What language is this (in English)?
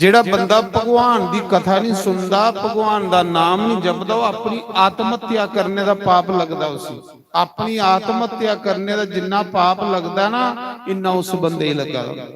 Dogri